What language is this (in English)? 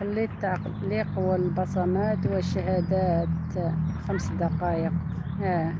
Algerian Arabic